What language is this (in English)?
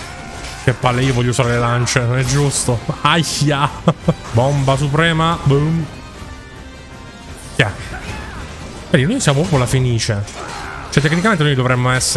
Italian